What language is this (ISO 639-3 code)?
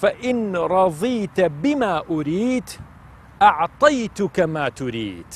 ckb